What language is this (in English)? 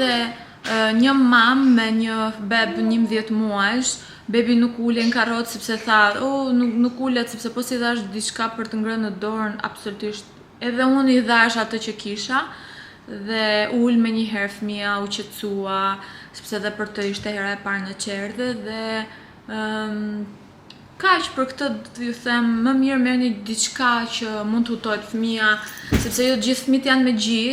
Albanian